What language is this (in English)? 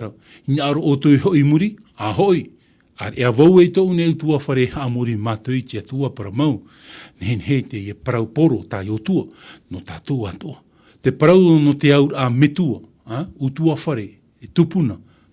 Tahitian